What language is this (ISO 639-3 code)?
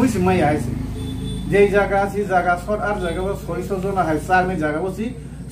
trp